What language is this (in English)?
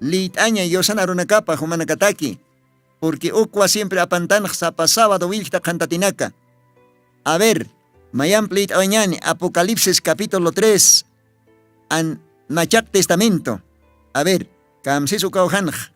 Aymara